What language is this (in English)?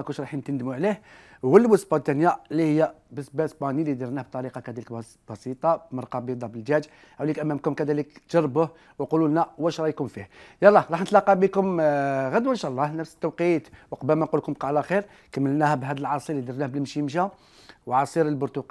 Algerian Arabic